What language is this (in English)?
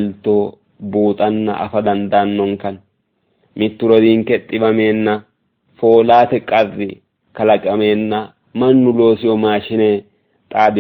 Sidamo